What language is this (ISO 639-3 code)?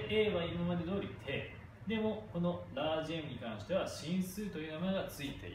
jpn